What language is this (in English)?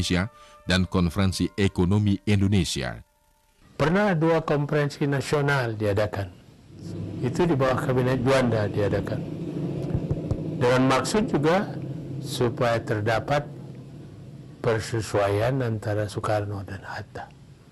Indonesian